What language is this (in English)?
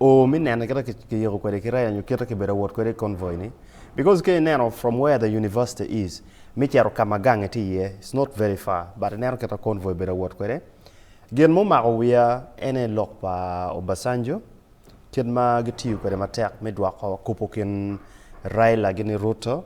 Acoli